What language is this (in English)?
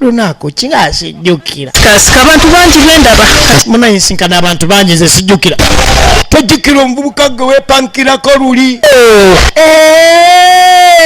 Ganda